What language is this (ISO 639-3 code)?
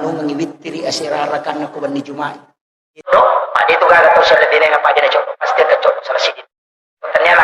bug